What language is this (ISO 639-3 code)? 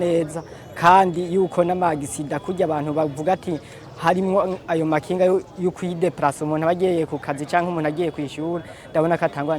run